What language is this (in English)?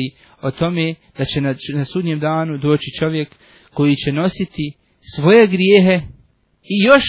Bosnian